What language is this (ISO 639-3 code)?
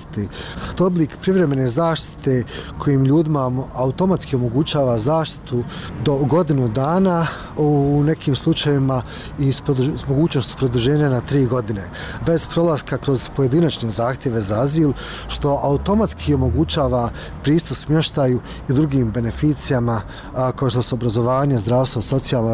hrv